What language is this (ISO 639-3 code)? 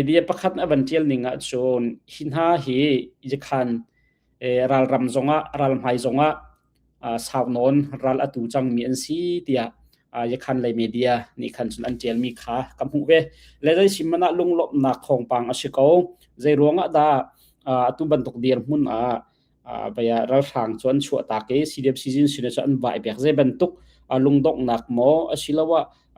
cnh